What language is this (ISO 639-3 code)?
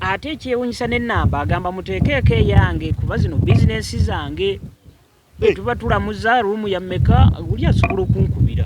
lug